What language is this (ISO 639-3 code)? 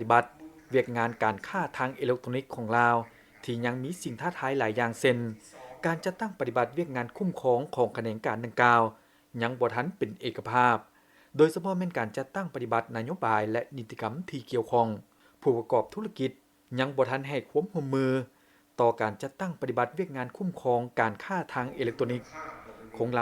lao